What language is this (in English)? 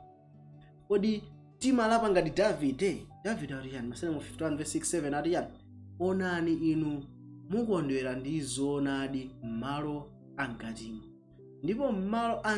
Nyanja